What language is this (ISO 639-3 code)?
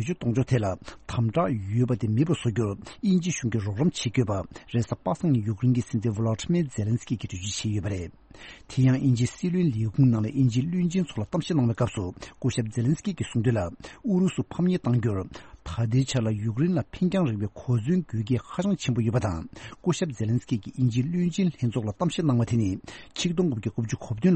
bod